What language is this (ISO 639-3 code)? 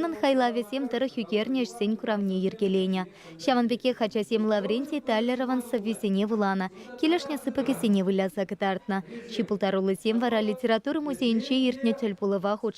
chv